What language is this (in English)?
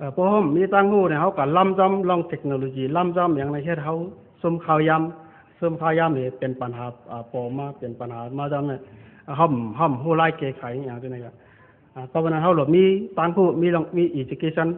Shan